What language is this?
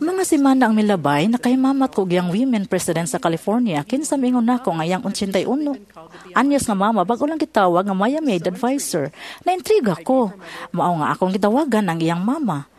Cebuano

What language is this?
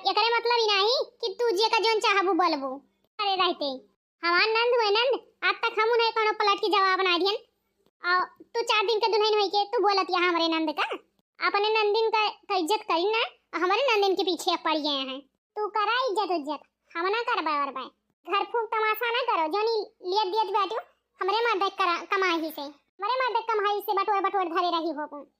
Awadhi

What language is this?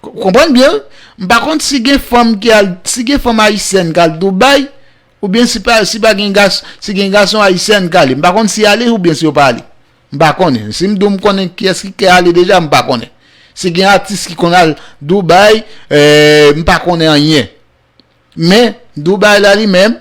Haitian Creole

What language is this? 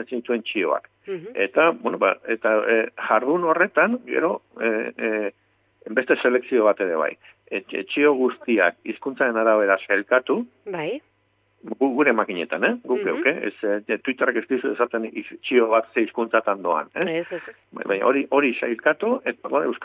Basque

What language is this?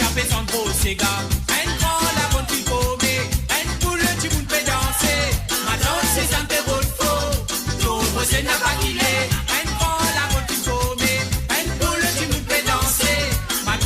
Morisyen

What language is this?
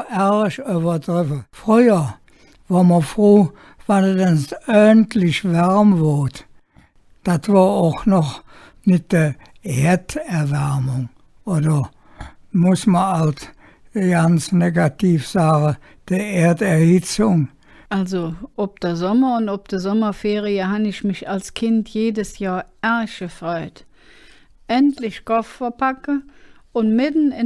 Colognian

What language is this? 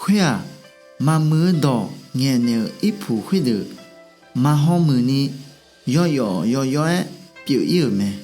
Akha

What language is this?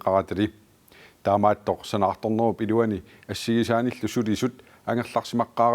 Kalaallisut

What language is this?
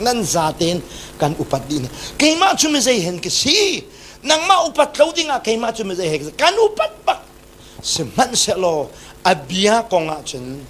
Hakha Chin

